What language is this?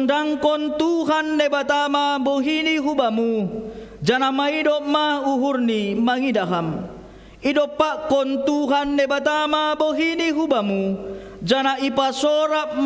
Batak Simalungun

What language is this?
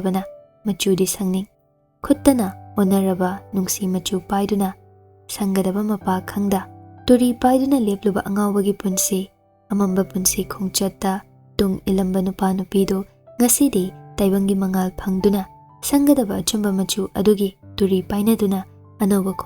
Manipuri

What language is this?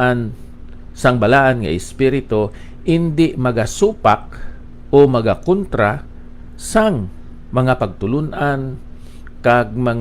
Hiligaynon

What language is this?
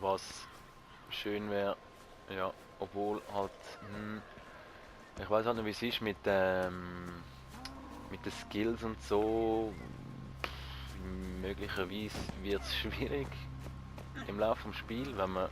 Swiss German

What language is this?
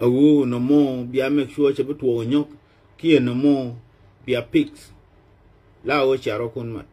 Nuer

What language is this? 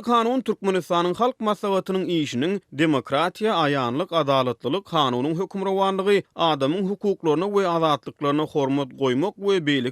Turkmen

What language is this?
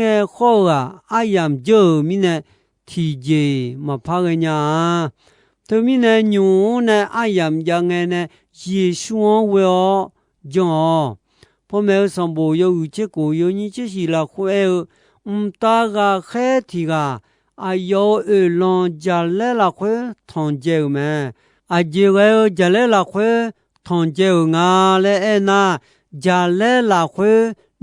Akha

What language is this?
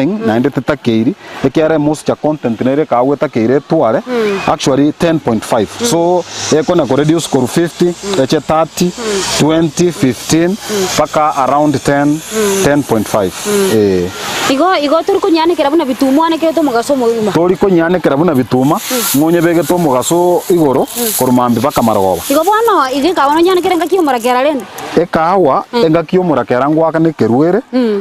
Gusii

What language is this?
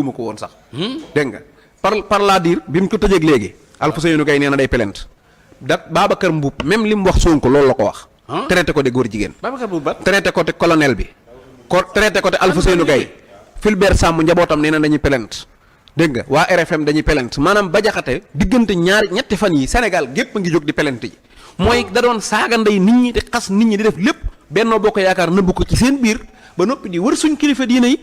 Wolof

